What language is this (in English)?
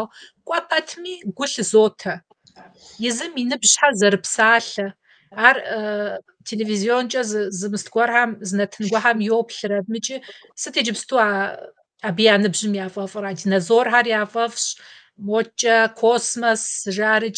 Kabardian